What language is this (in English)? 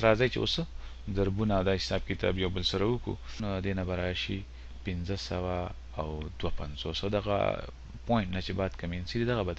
Pashto